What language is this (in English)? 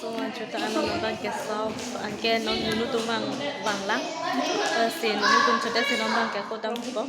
Karbi